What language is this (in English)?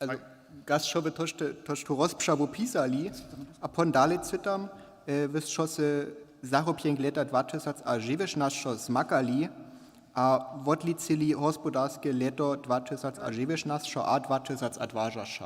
Upper Sorbian